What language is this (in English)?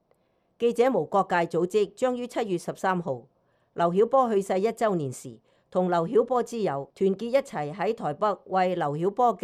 Cantonese